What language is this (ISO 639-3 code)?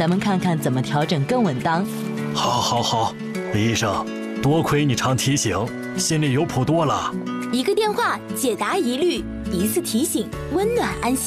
zho